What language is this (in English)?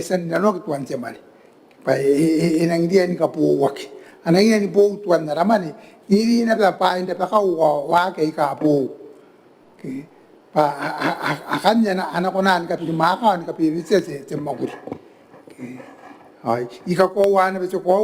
Gilbertese